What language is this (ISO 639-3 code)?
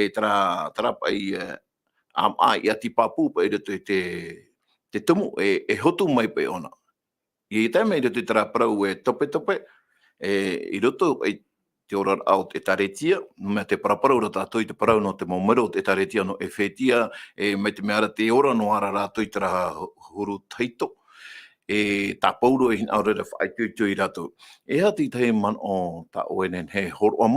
tah